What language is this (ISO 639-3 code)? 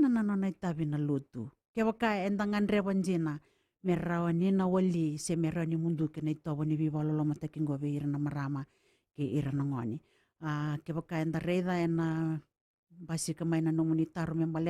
fij